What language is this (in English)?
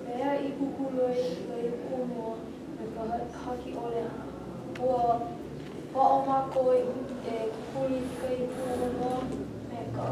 Hawaiian